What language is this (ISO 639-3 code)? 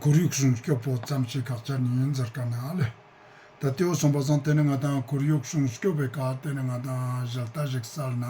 lbj